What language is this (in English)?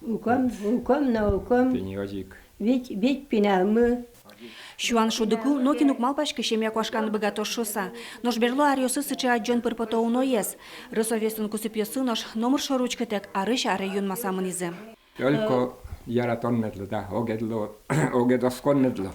Udmurt